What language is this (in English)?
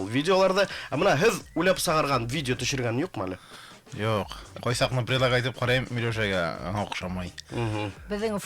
Bashkir